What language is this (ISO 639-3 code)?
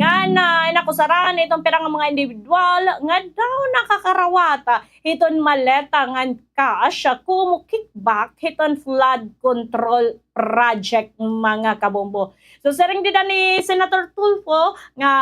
war